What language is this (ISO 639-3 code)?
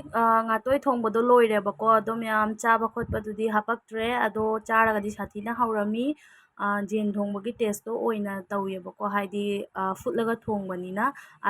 mni